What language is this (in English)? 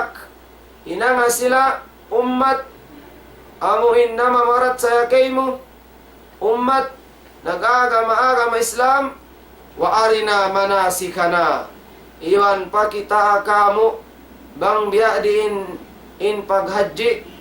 Tausug